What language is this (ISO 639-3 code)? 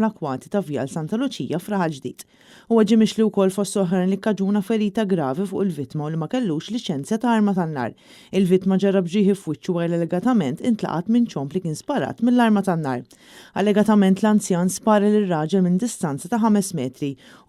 mlt